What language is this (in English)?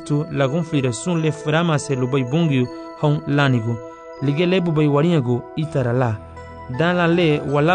Garifuna